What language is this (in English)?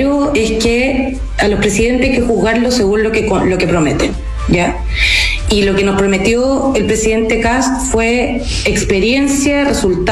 Spanish